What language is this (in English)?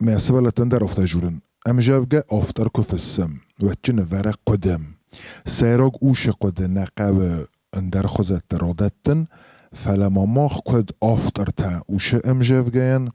Ossetic